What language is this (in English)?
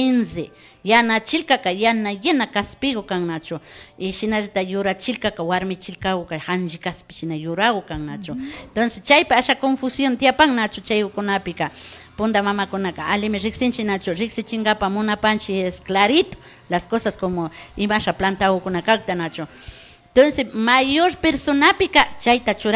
Imbabura Highland Quichua